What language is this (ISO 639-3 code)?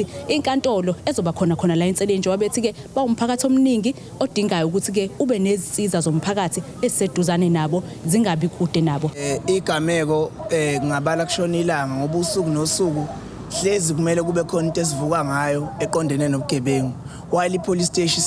zul